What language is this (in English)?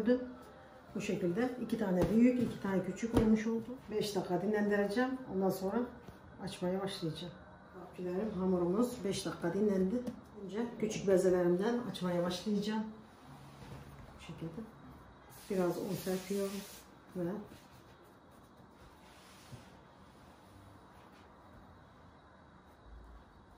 Turkish